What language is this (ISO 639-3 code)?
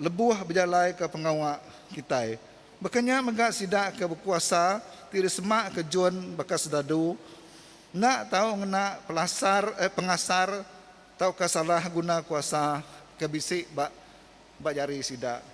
iba